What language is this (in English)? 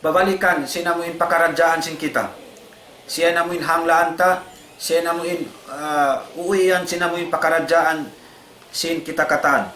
Tausug